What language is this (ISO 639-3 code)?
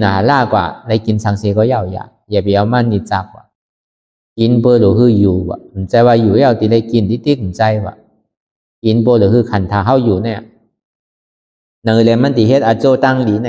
shn